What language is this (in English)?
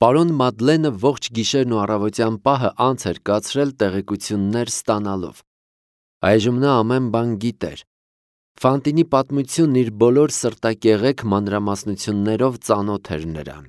Armenian